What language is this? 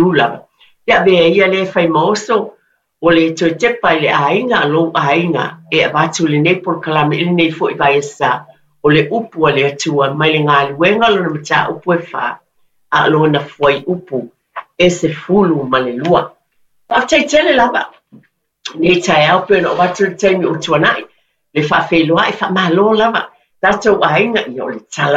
Samoan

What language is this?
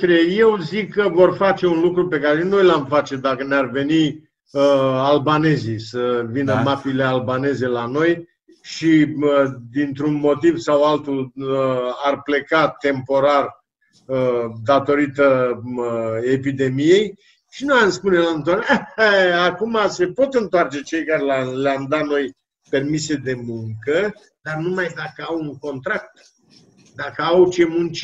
Romanian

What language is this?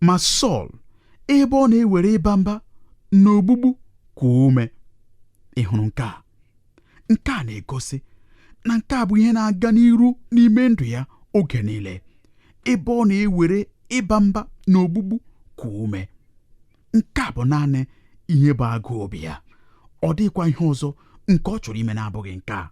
Igbo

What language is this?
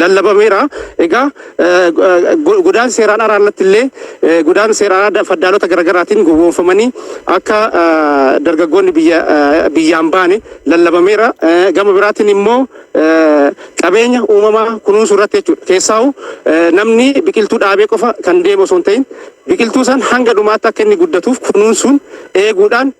Oromo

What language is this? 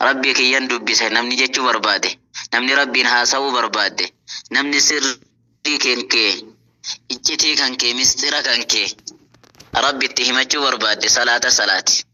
Oromo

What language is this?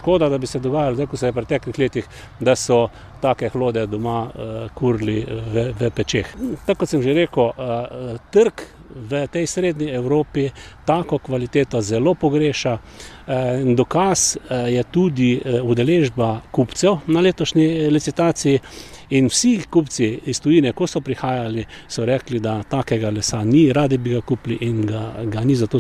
Slovenian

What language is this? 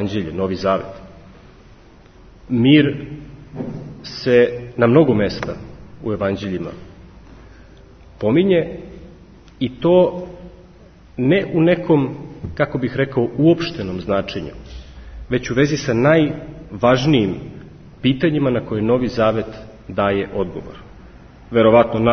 Serbian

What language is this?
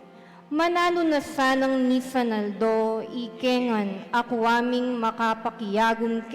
Pampanga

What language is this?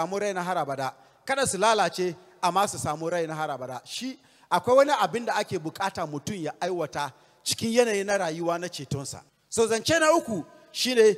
Hausa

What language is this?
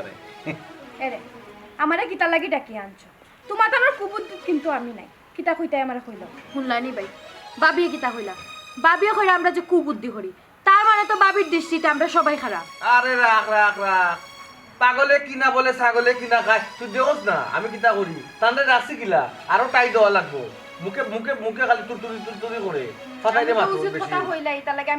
Sylheti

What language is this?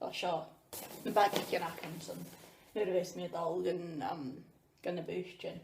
Scottish Gaelic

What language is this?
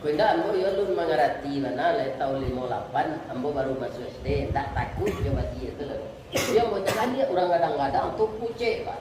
Minangkabau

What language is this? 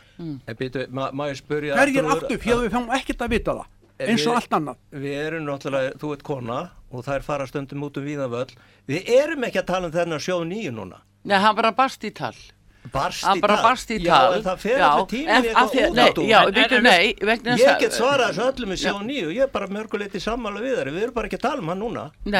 Icelandic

